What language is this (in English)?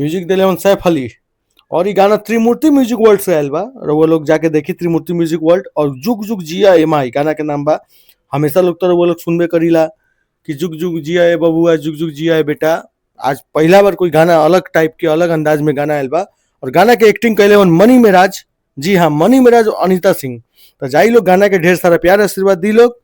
Bhojpuri